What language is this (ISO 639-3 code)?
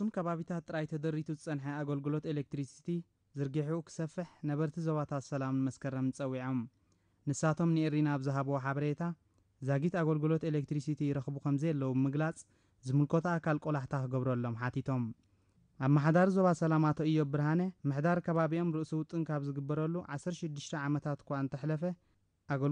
tir